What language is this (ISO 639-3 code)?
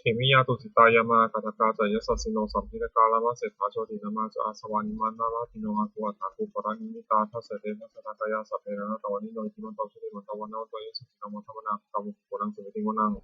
pli